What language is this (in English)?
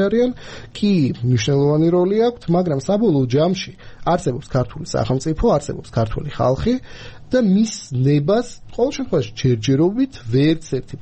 Georgian